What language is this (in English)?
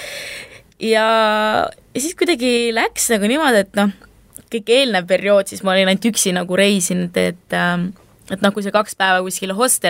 Estonian